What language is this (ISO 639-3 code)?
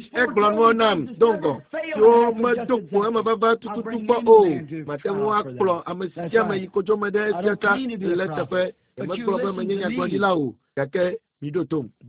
ewe